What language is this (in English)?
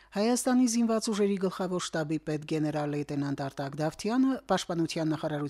Armenian